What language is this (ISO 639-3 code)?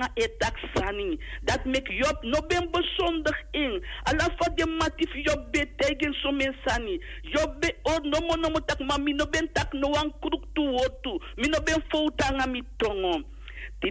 srn